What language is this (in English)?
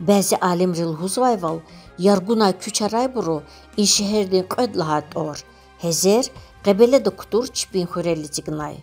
Lezghian